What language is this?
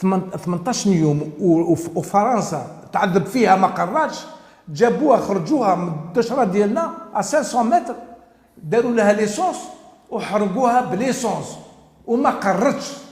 Algerian Arabic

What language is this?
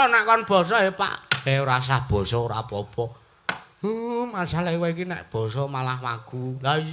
Javanese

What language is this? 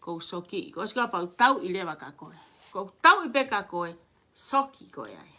Tongan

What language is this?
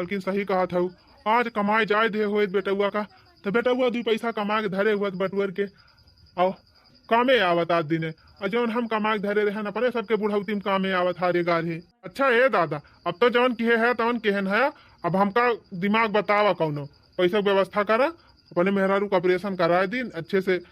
Awadhi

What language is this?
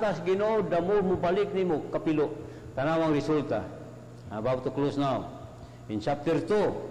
Cebuano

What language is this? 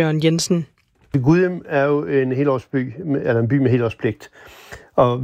Danish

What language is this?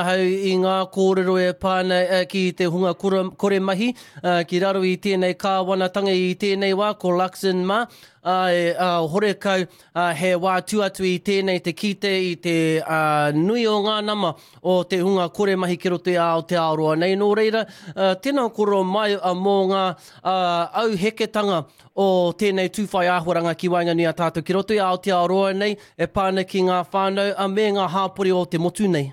Māori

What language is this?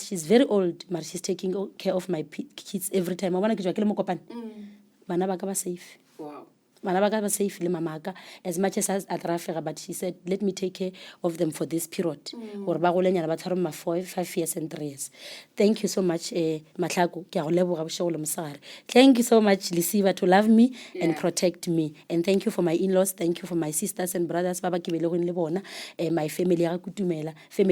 Northern Sotho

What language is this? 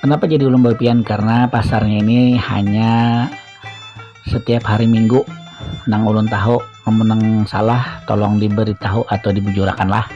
Banjar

